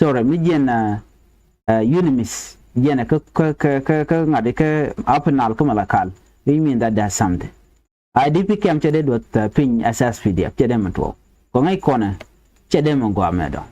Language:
Nuer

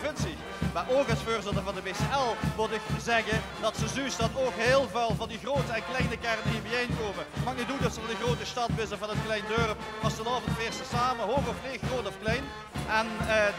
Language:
Limburgish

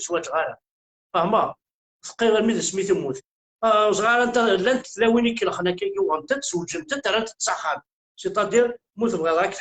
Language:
Kabyle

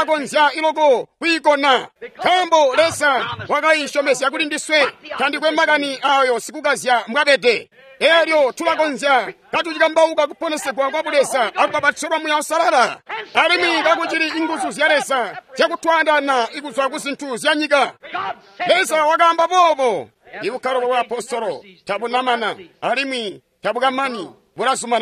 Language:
Tonga (Zambia)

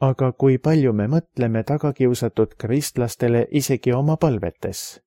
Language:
Estonian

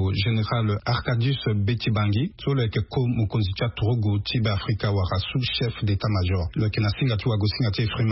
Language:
Sango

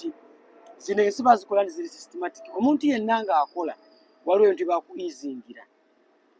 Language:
Ganda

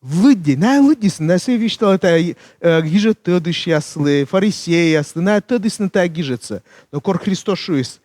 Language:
Komi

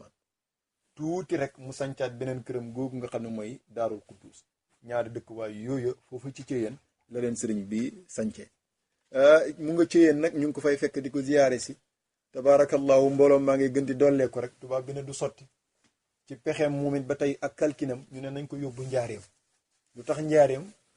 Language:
Wolof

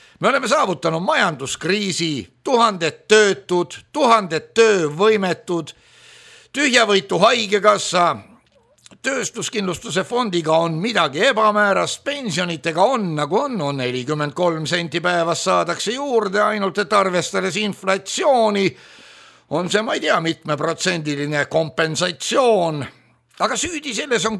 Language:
Estonian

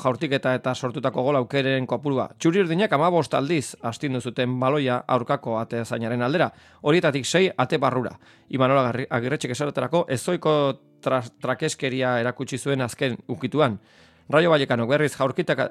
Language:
Basque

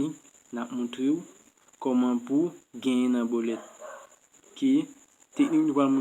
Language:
Haitian Creole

